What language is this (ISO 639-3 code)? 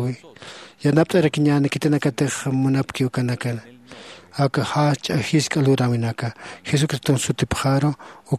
aym